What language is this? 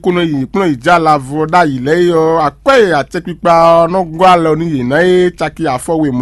Fon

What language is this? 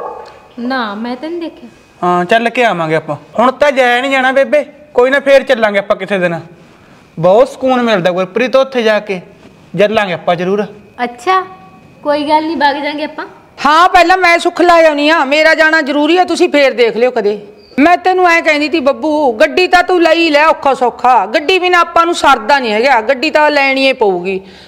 Punjabi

